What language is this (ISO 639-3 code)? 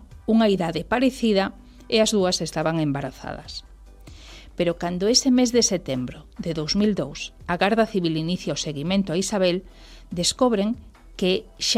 glg